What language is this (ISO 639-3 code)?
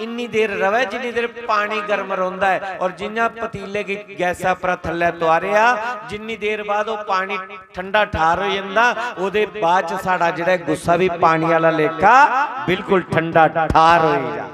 doi